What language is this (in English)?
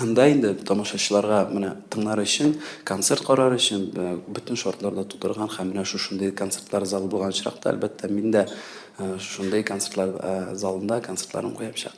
Tatar